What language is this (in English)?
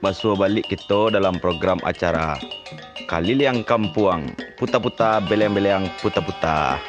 Minangkabau